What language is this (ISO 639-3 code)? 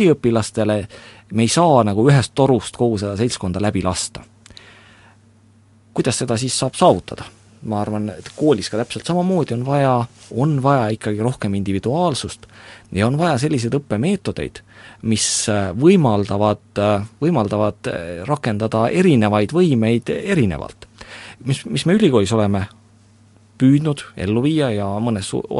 est